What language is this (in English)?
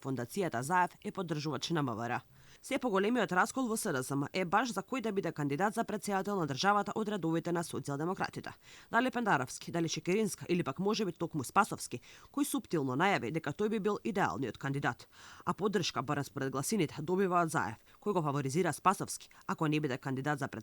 Macedonian